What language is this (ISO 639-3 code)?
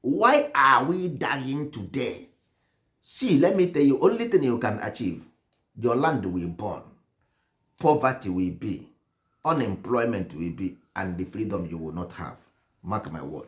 ibo